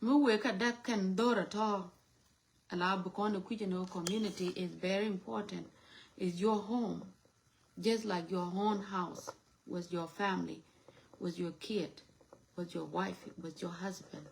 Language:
Nuer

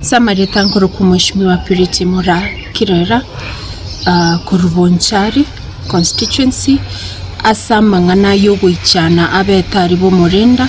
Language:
Gusii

